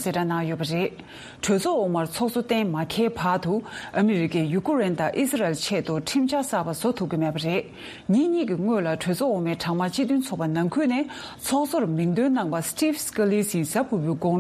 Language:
Tibetan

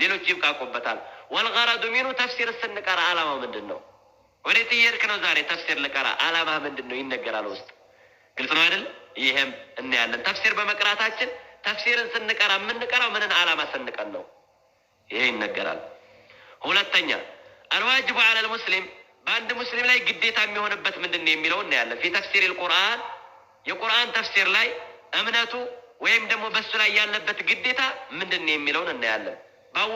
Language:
Amharic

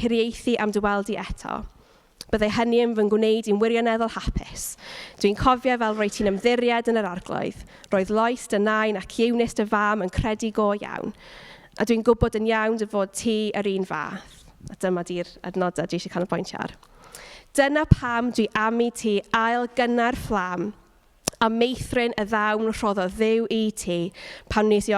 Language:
Welsh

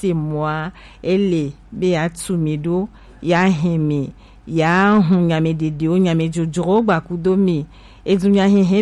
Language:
Gen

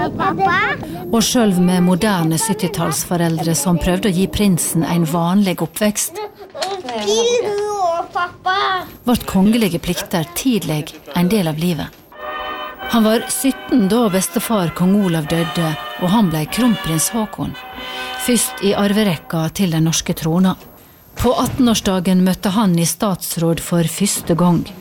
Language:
Norwegian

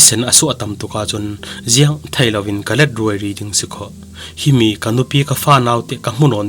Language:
Falam Chin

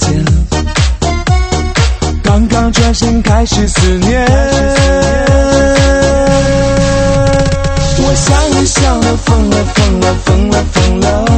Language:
Chinese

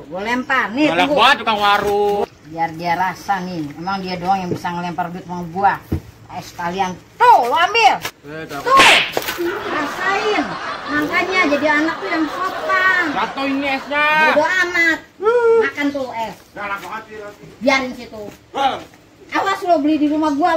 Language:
Betawi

